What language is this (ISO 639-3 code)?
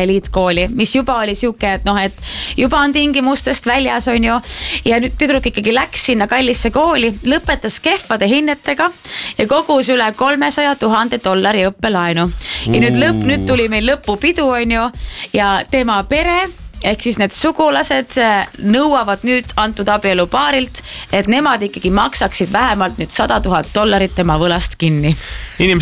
est